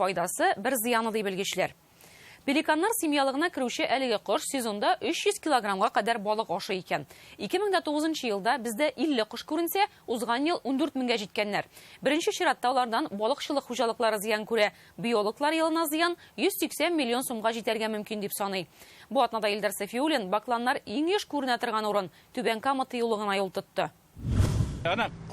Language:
Tatar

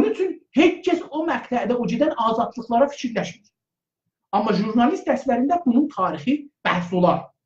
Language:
South Azerbaijani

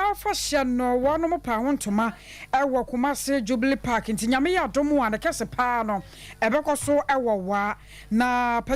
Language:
Akan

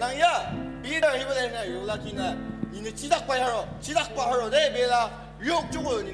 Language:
Ao Naga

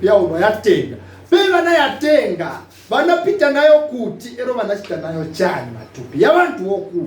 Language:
Nyanja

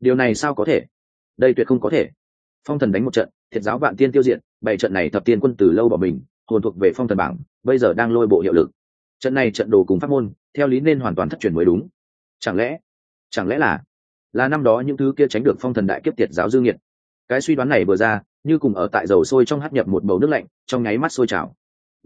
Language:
Vietnamese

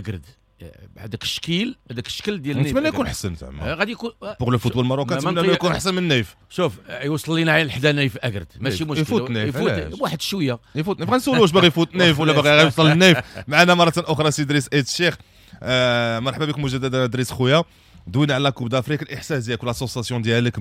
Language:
Moroccan Arabic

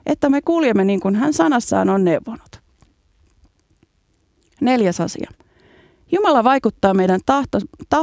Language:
Finnish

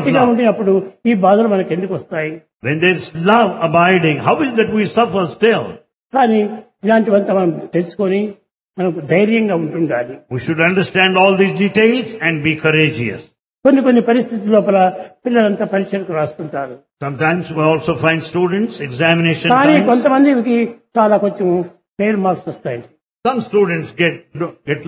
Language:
Telugu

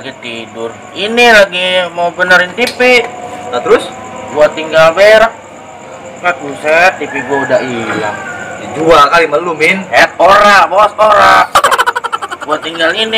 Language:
Betawi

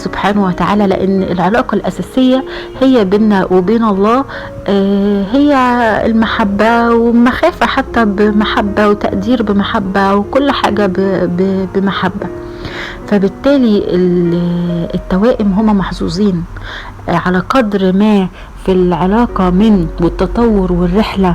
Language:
Egyptian Arabic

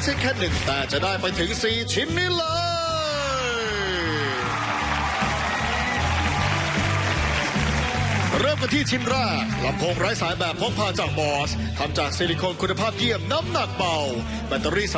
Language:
Thai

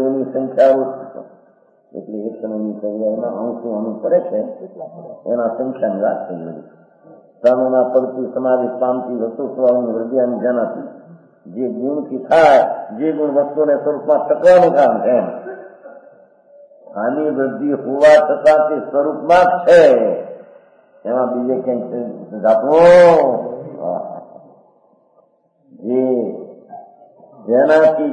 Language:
Gujarati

